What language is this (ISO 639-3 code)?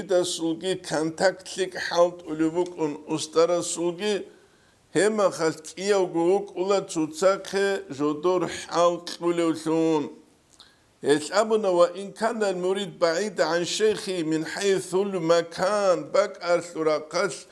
ava